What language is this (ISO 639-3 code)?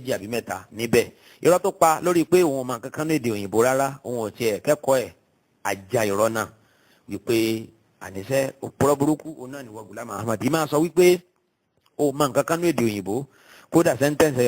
yor